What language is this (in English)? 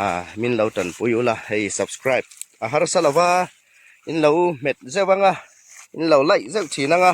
Hmar